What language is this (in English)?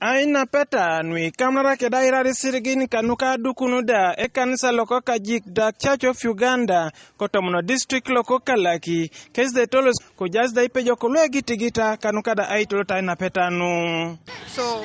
Teso